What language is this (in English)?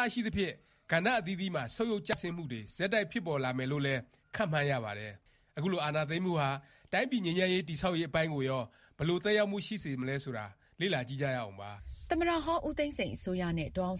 Burmese